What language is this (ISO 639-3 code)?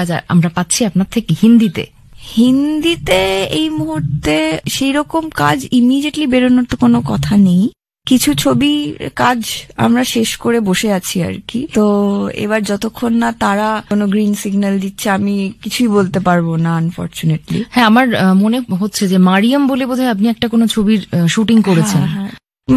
ben